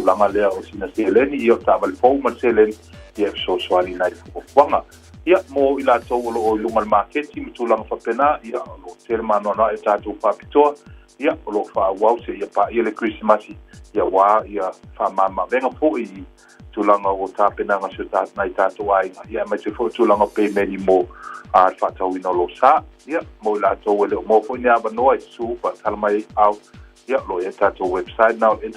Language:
Samoan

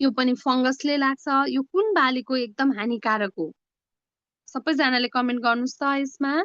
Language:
Nepali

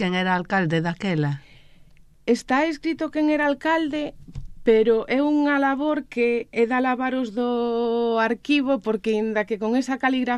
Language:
Galician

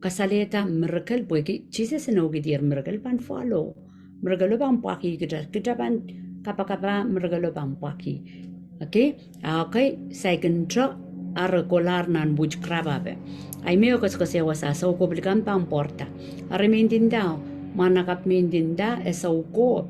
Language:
Pohnpeian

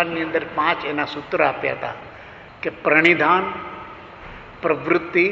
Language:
Gujarati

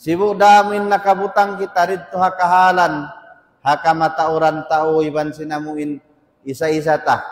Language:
Tausug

